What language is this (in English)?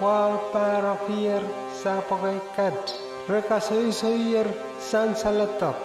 Pohnpeian